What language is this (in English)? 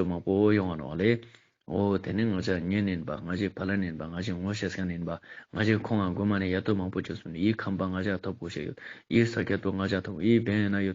Ladakhi